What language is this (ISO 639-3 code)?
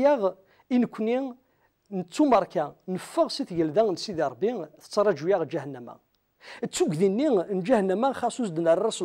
kab